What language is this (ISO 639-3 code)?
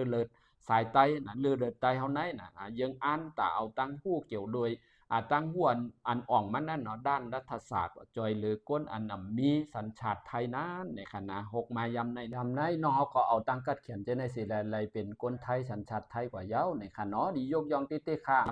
shn